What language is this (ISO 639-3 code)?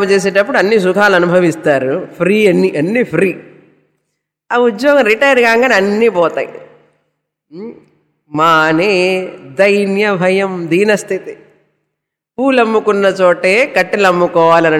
tel